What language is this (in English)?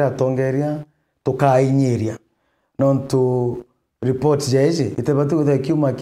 Meru